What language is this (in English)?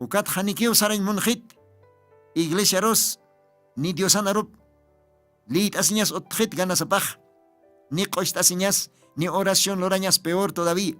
Aymara